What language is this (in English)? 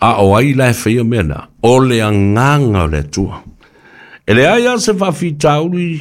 Samoan